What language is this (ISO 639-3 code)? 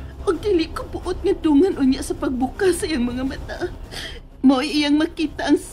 ceb